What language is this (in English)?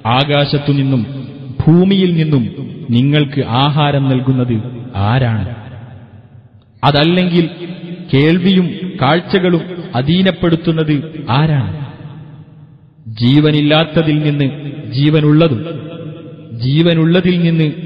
Malayalam